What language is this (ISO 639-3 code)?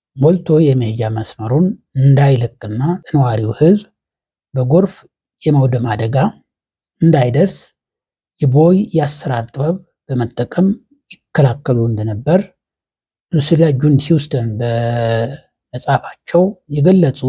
amh